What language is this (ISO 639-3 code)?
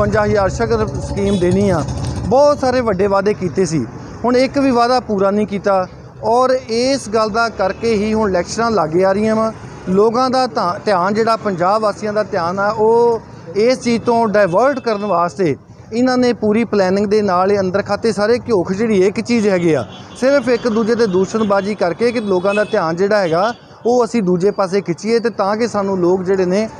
pan